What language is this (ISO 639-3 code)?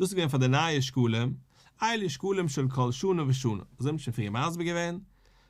yid